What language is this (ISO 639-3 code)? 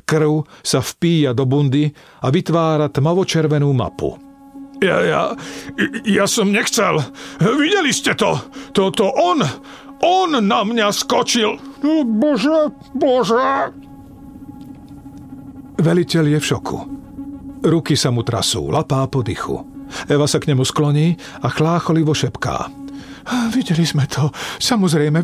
slk